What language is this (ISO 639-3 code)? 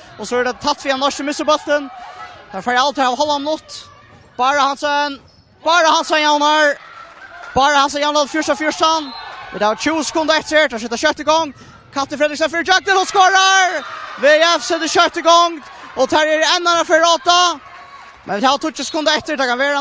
fao